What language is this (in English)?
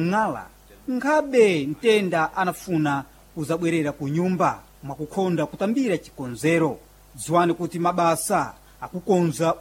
Sena